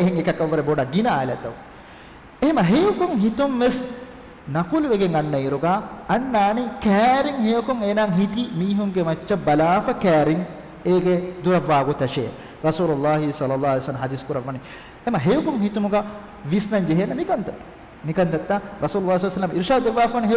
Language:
Divehi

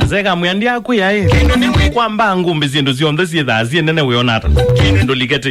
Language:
Kamba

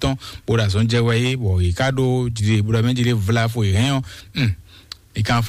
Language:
Fon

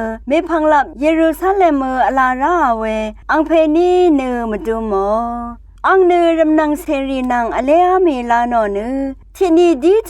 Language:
Rawang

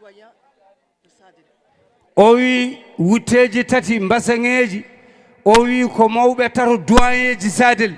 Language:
Fula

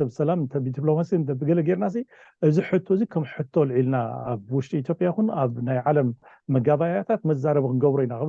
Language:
Tigrinya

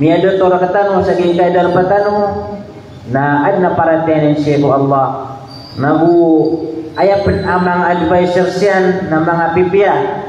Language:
Maranao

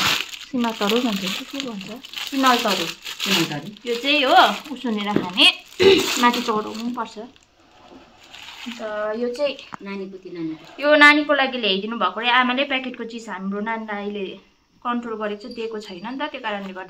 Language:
Nepali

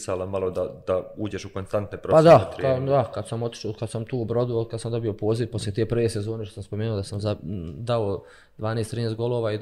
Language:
Bosnian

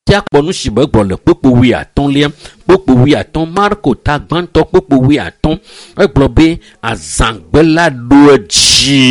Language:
Ewe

